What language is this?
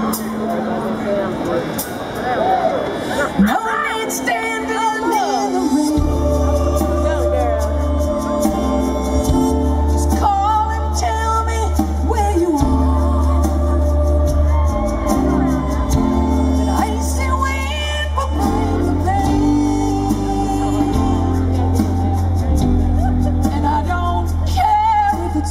English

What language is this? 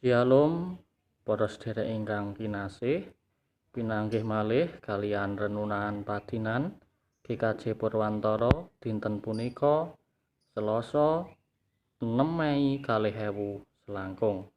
Javanese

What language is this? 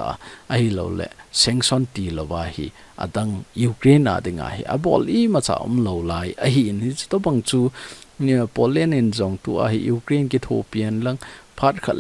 Thado Chin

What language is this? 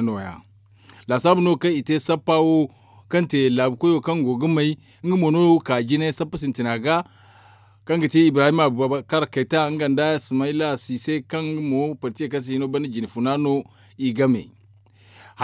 Zarma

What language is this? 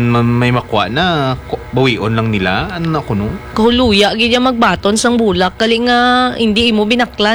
Hiligaynon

